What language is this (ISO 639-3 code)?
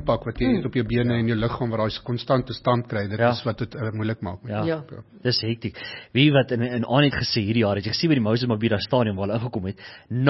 afr